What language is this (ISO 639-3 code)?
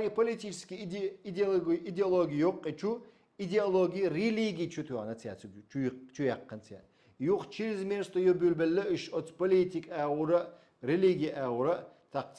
che